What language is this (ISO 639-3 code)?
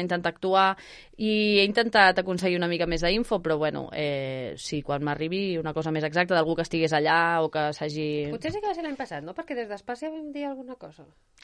cat